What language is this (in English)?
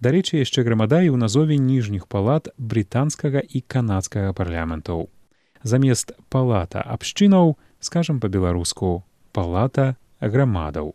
Belarusian